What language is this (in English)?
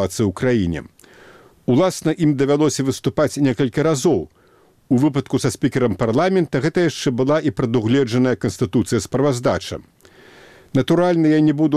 Belarusian